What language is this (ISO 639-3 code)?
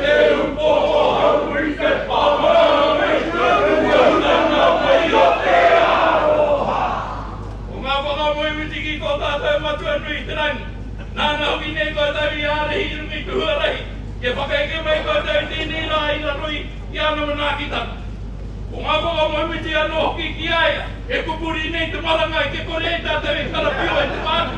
mri